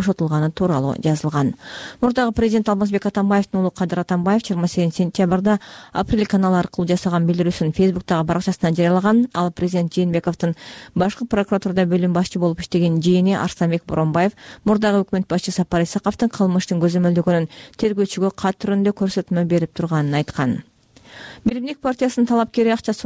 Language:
Kyrgyz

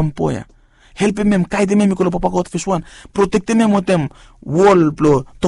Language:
Bislama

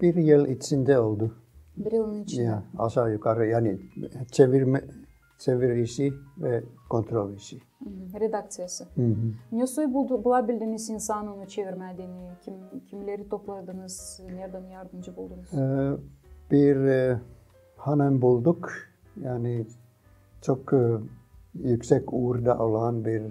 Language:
Gagauz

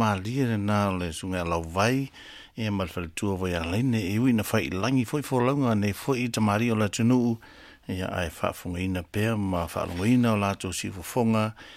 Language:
Samoan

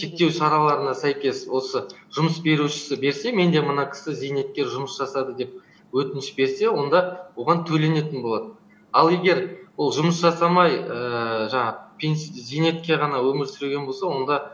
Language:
Kazakh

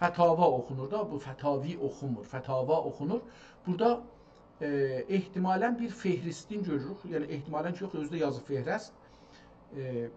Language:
South Azerbaijani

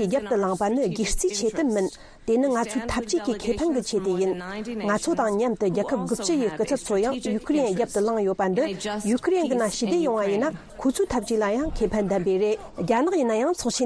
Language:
Tibetan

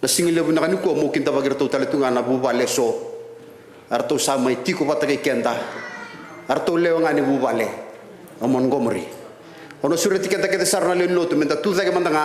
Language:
Fijian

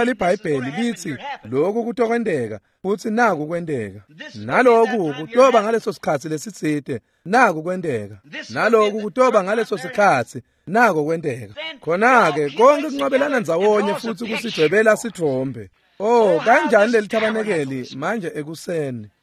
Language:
Swati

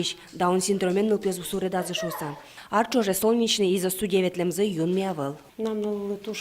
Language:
Udmurt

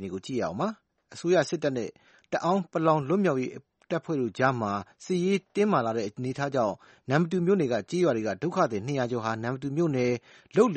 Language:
Burmese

